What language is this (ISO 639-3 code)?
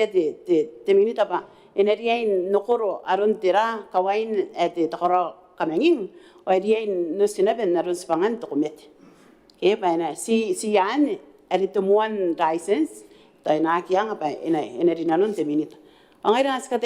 gil